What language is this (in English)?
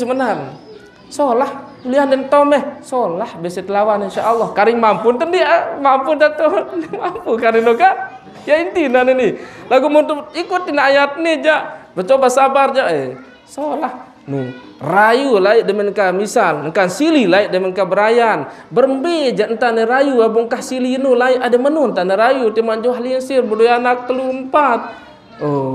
Sasak